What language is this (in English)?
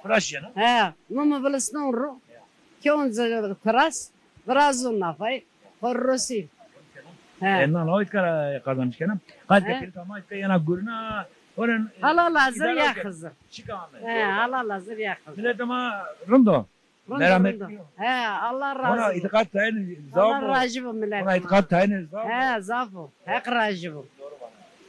Zaza